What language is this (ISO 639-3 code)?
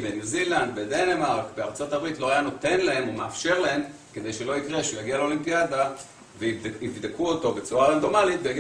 heb